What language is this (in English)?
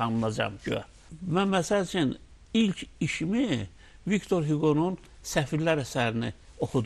Azerbaijani